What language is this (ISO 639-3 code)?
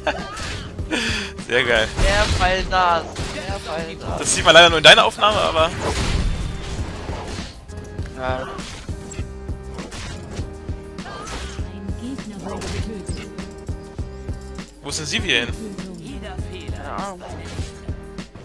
deu